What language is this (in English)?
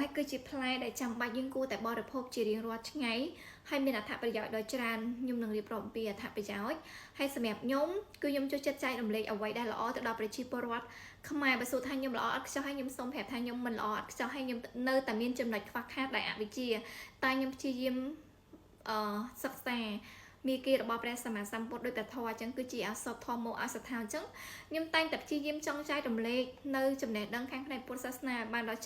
Khmer